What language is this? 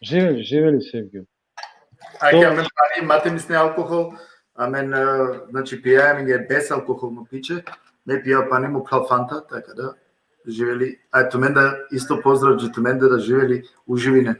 Balkan Romani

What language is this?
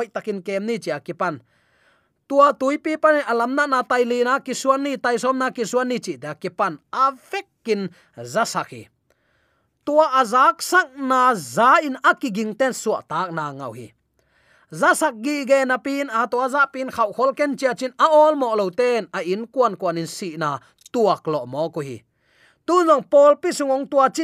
Tedim Chin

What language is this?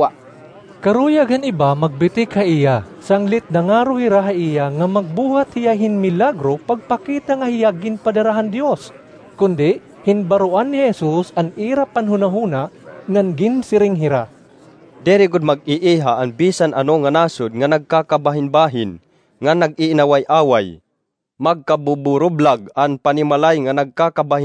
Waray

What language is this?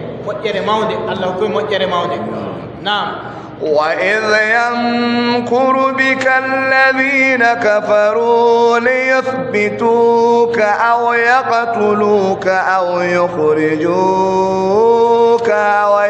Adamawa Fulfulde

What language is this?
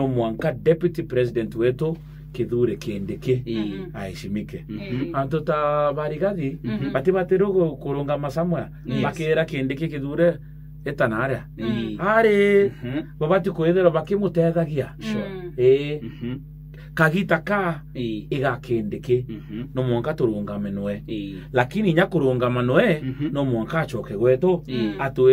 Meru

